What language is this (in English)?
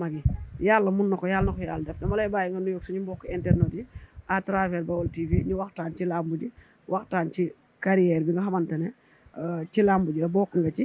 Wolof